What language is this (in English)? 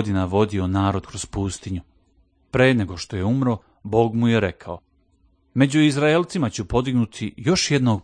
Serbian